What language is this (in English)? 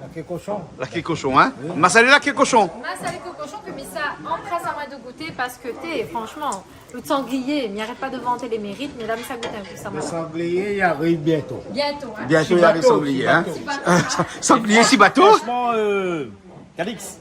Réunion Creole French